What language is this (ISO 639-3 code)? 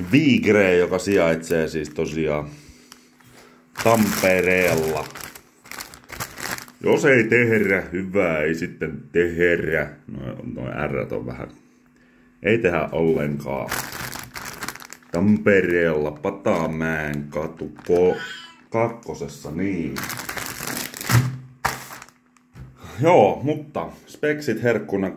fin